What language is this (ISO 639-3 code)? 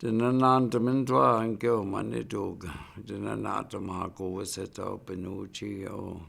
ciw